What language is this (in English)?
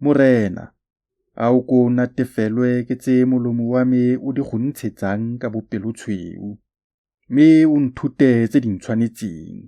Tswana